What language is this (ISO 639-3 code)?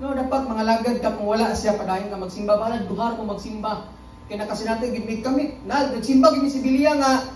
ceb